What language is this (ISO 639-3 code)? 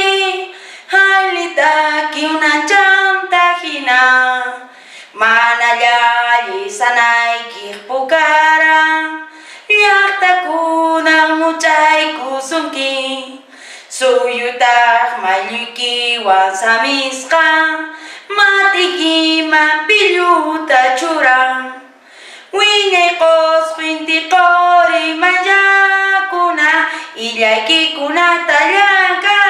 que